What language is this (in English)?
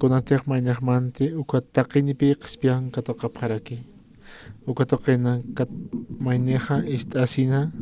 Aymara